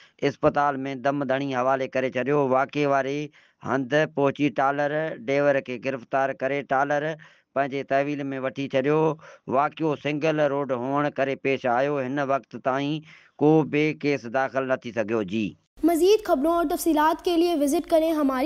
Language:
Sindhi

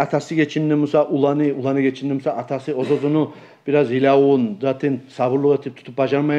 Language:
Kumyk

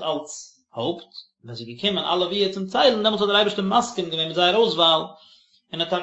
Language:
Yiddish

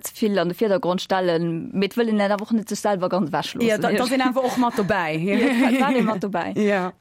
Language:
Luxembourgish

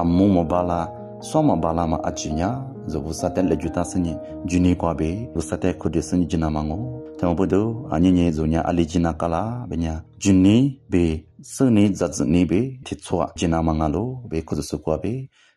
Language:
Lisu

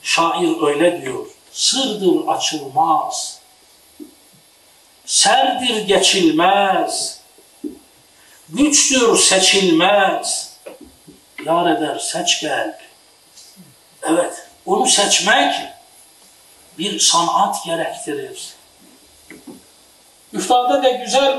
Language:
Turkish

